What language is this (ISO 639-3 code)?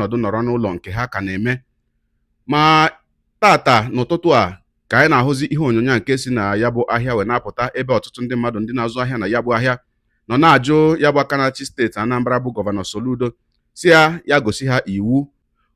ibo